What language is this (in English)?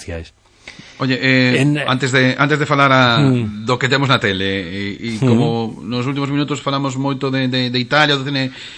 Galician